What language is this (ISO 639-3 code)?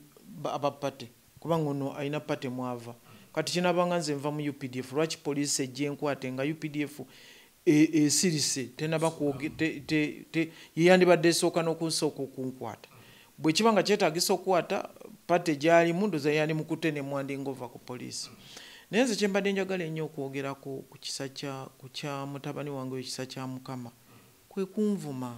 lug